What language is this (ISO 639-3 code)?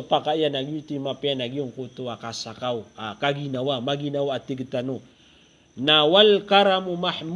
mrw